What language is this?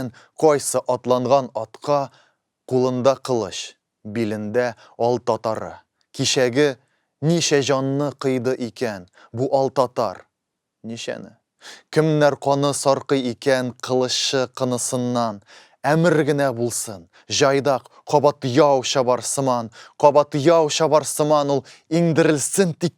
Tatar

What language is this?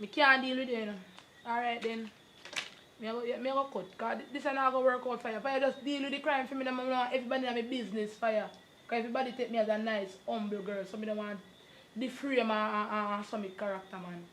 Jamaican Creole English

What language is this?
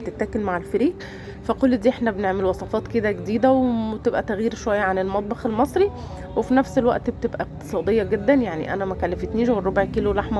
Egyptian Arabic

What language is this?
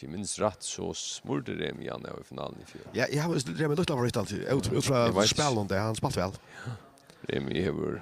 Faroese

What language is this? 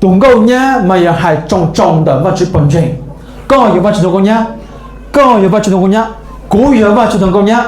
Hmong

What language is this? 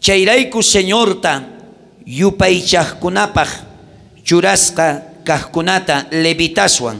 South Bolivian Quechua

